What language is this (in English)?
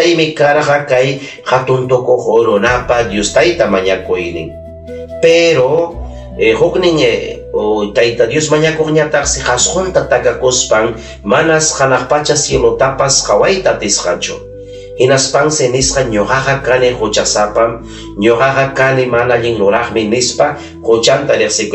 Ayacucho Quechua